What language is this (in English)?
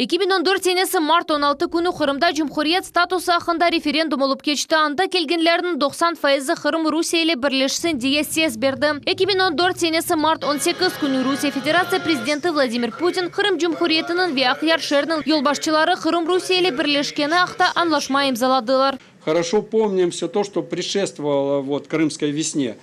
Crimean Tatar